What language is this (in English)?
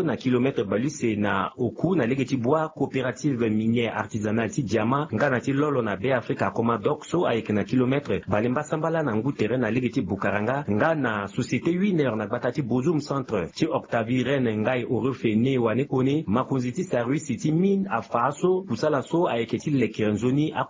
Sango